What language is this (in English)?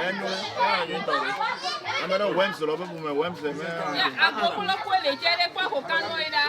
Ewe